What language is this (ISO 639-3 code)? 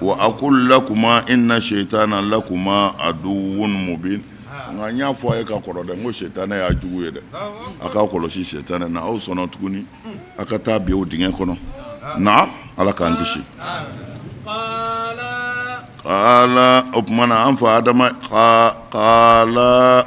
bam